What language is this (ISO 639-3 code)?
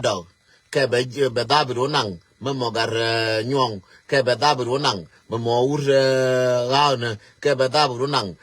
nus